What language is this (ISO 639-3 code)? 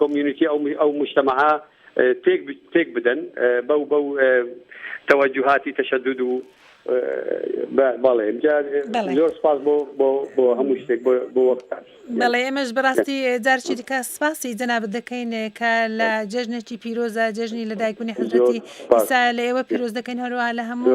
ckb